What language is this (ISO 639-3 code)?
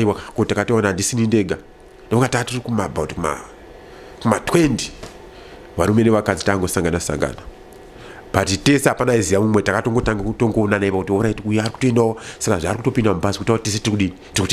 sna